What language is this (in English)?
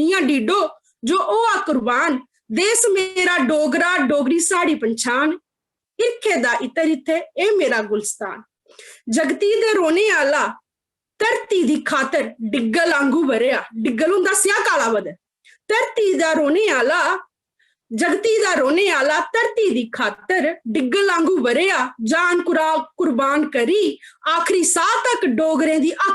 Dogri